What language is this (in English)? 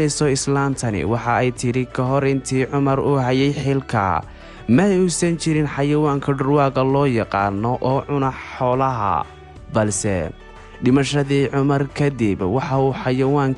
Somali